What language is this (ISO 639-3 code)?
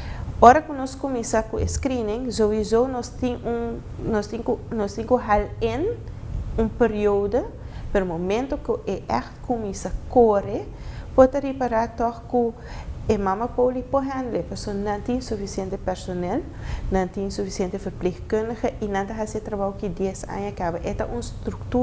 pap